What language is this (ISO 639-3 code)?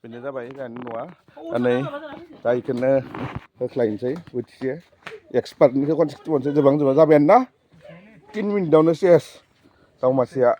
brx